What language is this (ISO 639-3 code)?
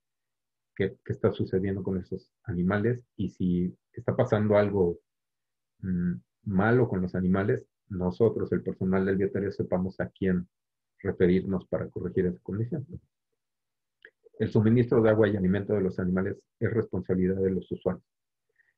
spa